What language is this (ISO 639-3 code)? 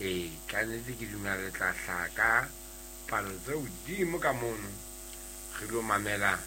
sot